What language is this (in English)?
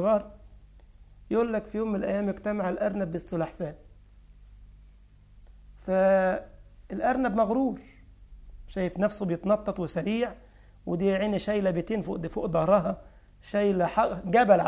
Egyptian Arabic